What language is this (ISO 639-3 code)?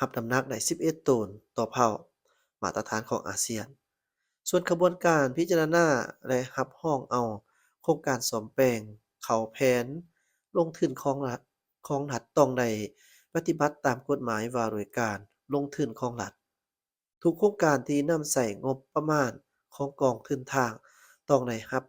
lao